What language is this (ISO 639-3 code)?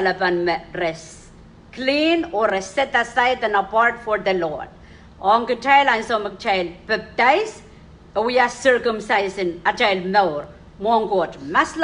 pon